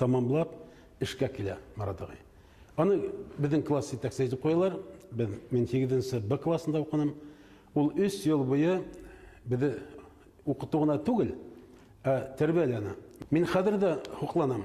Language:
Bashkir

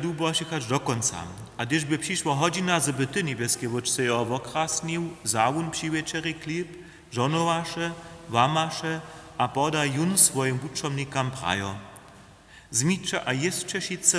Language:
Upper Sorbian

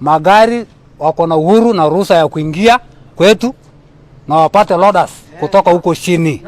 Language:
Meru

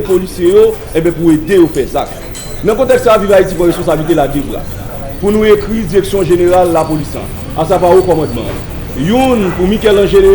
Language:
Haitian Creole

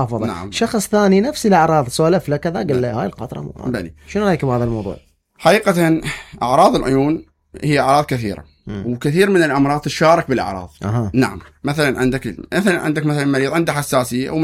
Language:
Mesopotamian Arabic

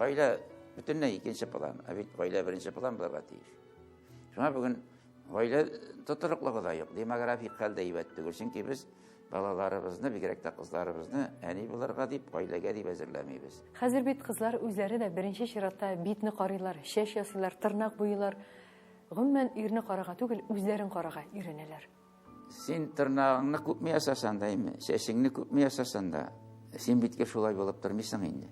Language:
Tatar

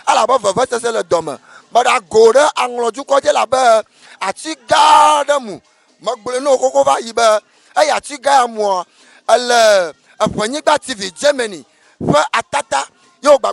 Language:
Ewe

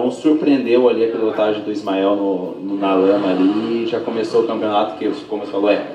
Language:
Portuguese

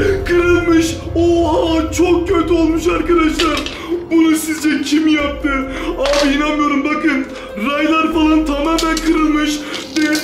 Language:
Turkish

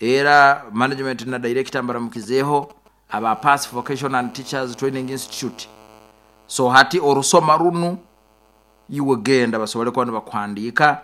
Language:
Nyoro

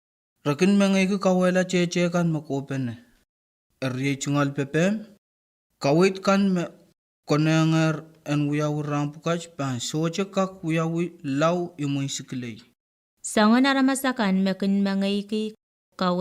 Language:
Pohnpeian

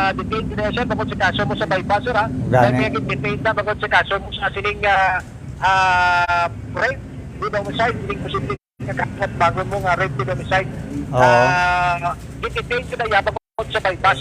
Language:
Hiligaynon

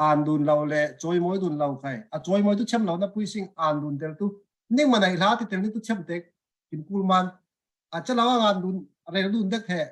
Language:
Falam Chin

